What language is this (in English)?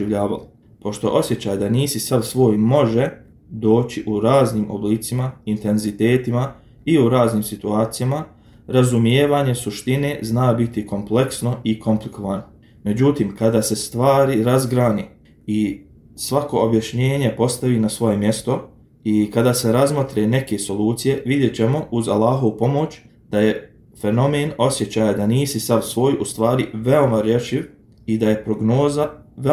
Bosnian